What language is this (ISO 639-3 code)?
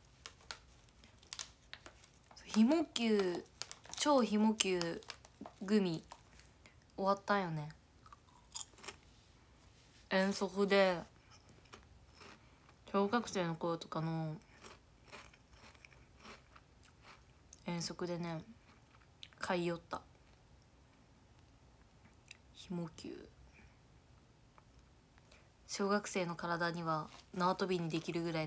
jpn